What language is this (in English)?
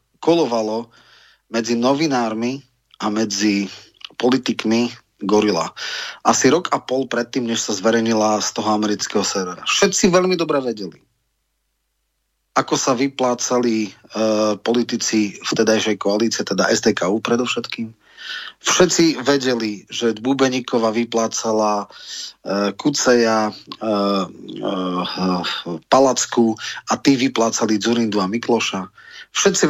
Slovak